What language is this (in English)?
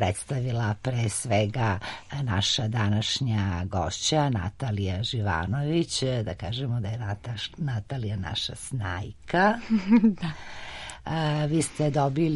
Serbian